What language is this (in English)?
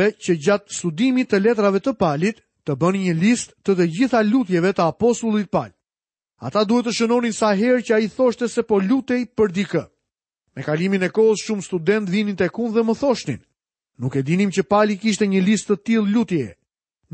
Albanian